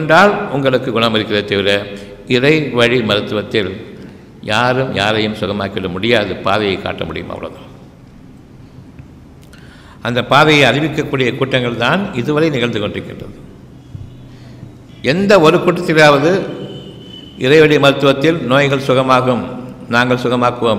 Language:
Tamil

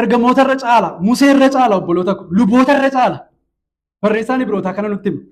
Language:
Oromo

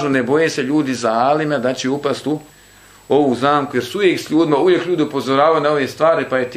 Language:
Bosnian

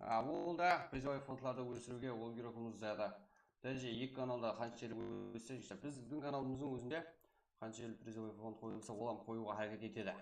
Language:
Kara-Kalpak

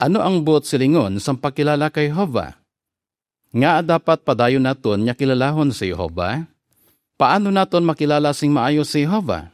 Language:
Hiligaynon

